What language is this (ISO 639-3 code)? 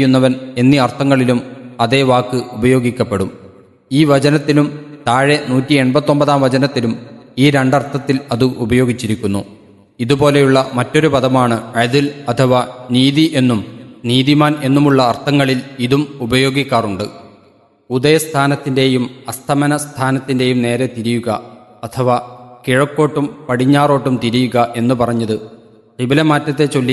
mal